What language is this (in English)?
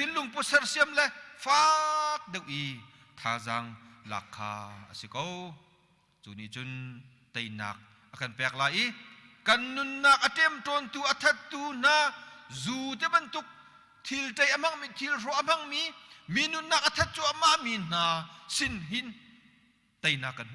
Hakha Chin